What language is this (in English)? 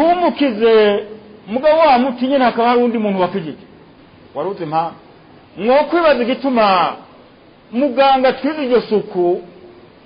Rundi